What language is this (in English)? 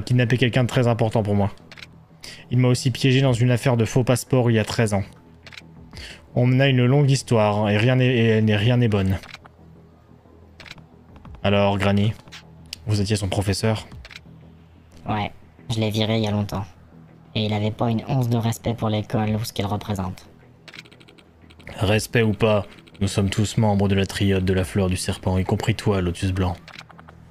French